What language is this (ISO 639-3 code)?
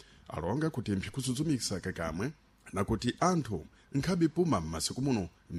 seh